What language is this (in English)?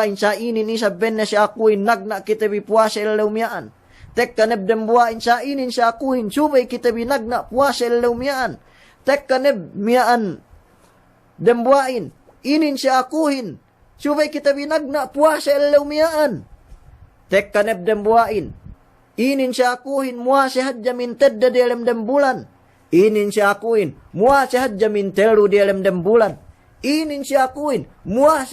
Yakan